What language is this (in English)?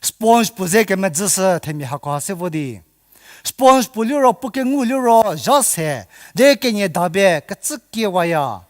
Angami Naga